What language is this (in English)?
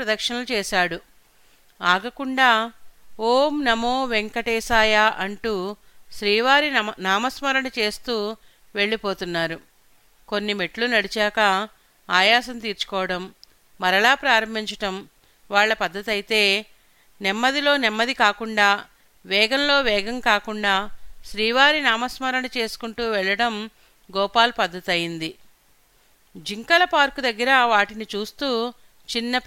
Telugu